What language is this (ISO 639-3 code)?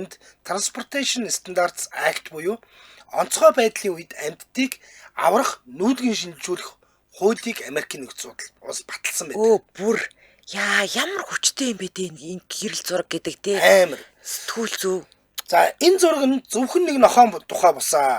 mon